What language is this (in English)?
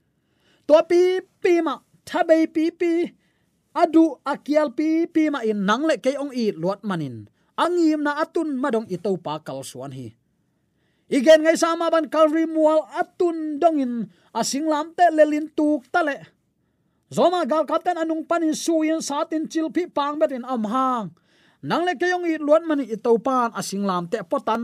Tedim Chin